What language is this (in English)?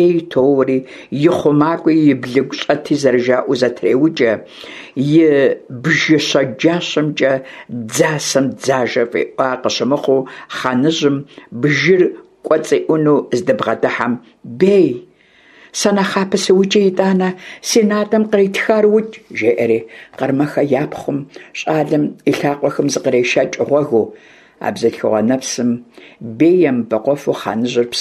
Kabardian